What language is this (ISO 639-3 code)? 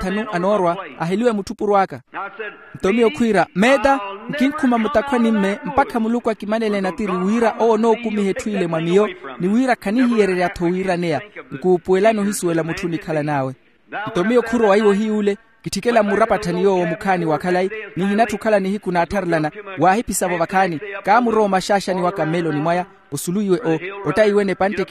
vmw